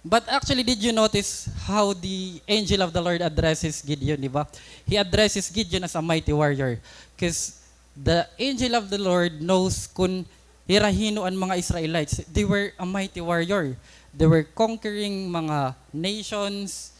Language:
Waray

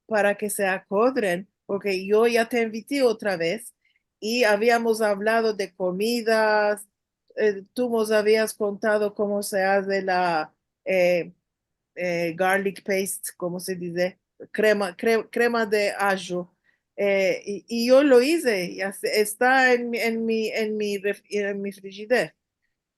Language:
Ladino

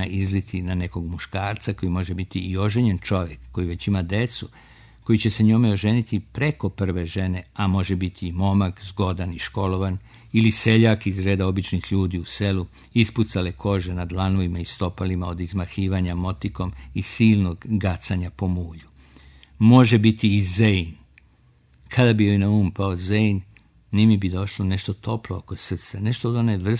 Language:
Serbian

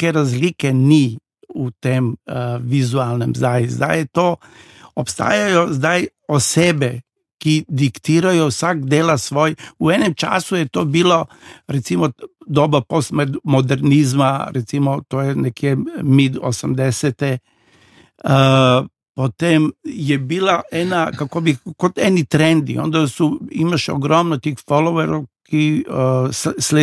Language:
Slovenian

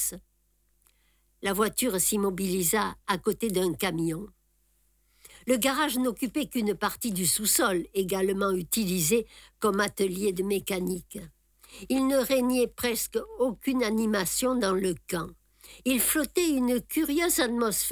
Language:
French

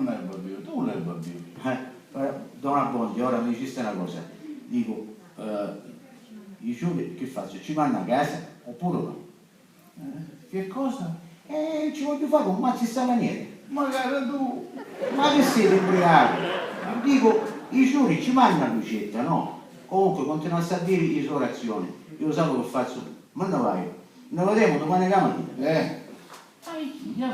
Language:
Sicilian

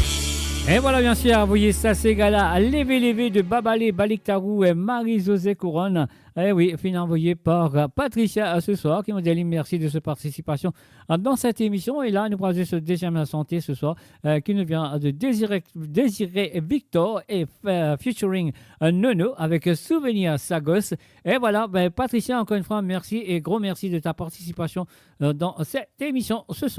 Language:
Morisyen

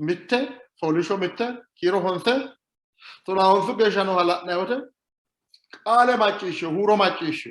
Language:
Sidamo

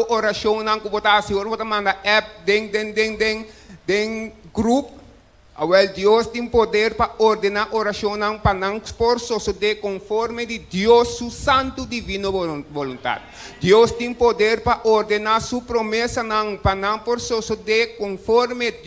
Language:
Papiamento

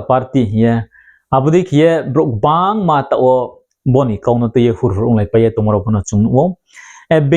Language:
Riang (India)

